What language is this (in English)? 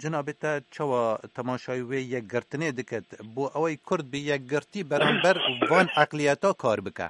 Kurdish